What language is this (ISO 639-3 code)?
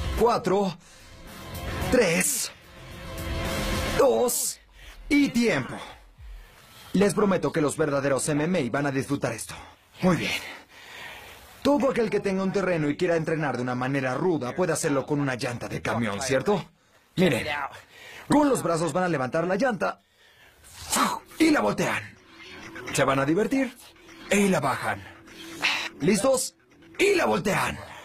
spa